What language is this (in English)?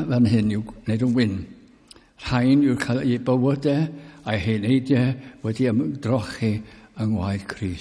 Welsh